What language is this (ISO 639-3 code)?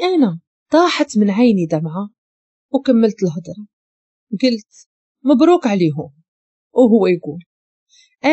ary